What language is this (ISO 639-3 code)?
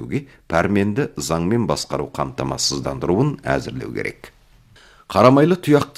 kaz